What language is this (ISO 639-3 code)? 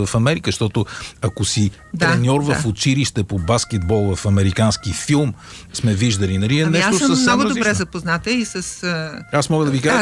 bul